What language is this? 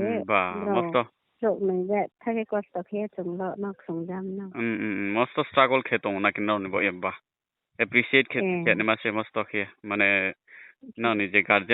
Riang (India)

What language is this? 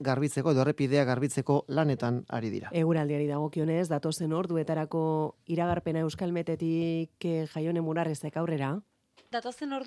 Basque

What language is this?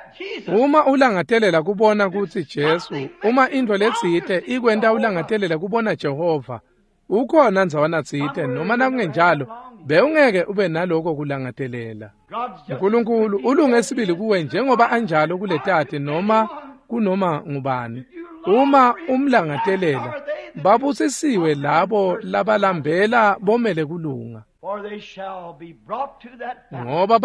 Swati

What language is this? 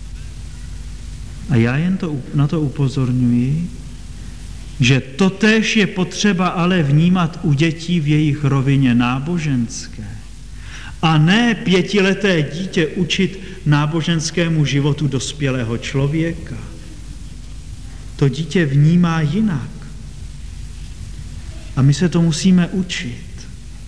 Czech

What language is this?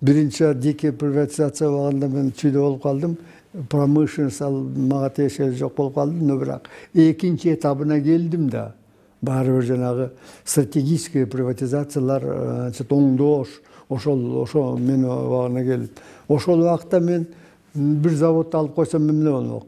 Kyrgyz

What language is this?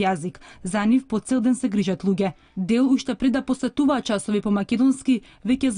Macedonian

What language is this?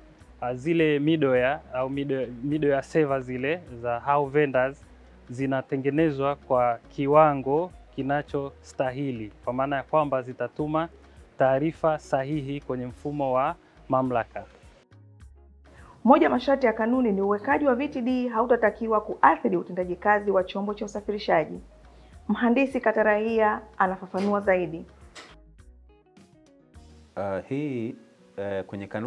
Swahili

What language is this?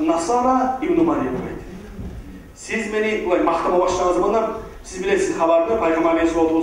Kumyk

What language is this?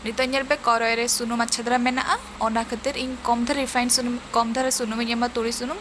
Santali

